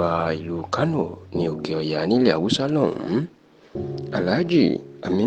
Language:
Yoruba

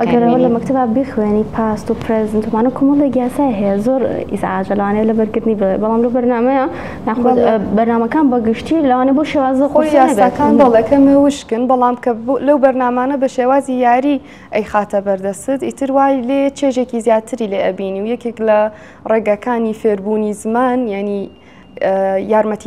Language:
Central Kurdish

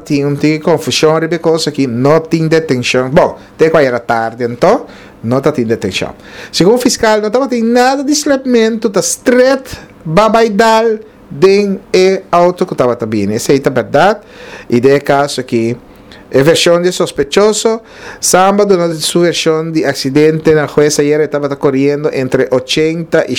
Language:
Papiamento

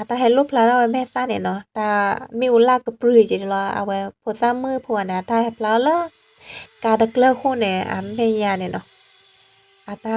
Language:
S'gaw Karen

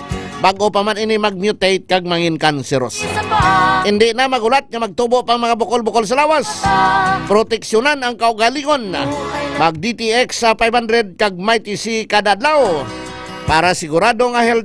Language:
Hiligaynon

